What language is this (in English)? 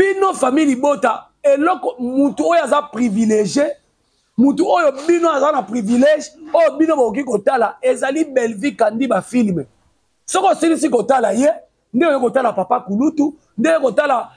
Lingala